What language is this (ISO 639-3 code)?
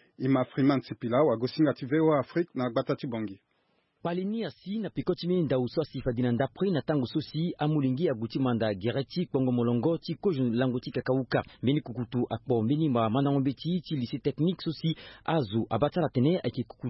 sag